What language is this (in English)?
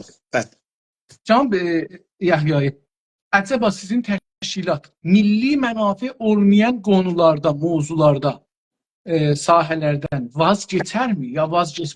South Azerbaijani